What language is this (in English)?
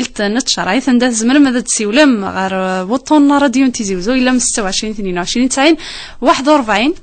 Kabyle